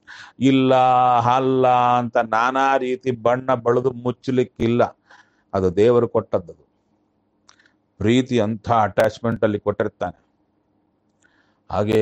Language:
Kannada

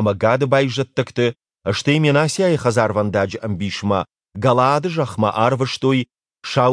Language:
Ossetic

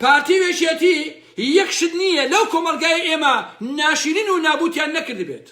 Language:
Central Kurdish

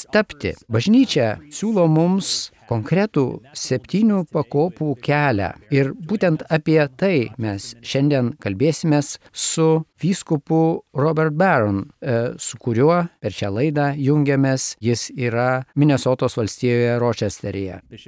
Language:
Lithuanian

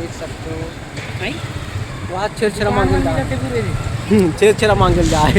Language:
Chhattisgarhi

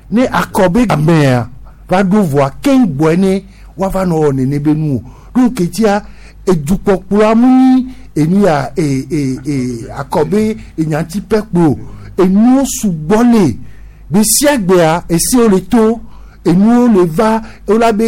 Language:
Gen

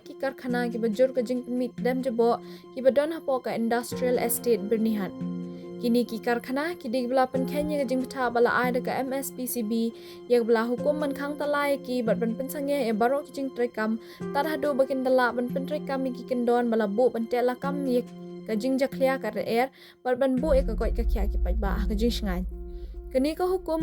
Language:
Khasi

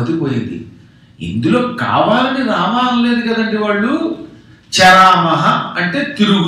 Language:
Telugu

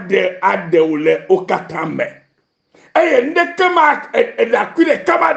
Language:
Ewe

